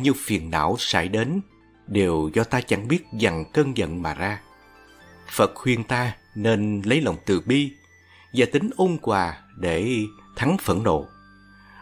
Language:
Vietnamese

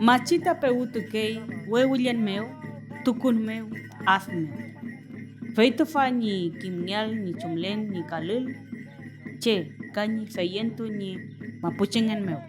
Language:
Mapuche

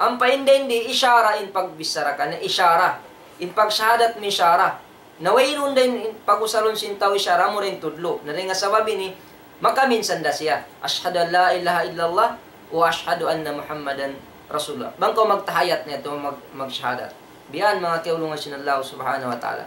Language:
Tausug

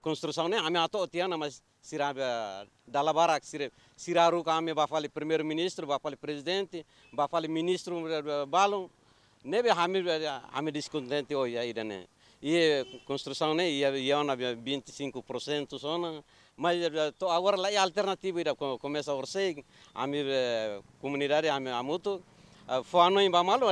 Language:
Tetum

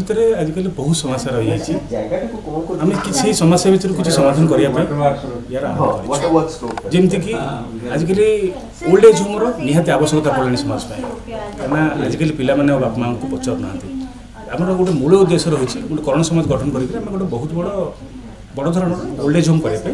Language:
Odia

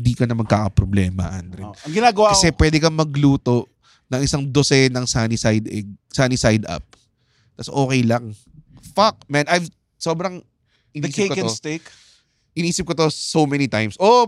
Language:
Filipino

